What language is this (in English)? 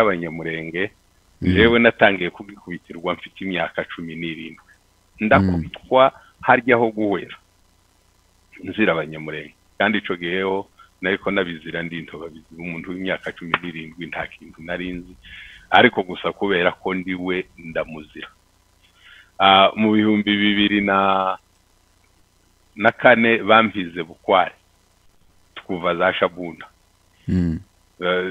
Kinyarwanda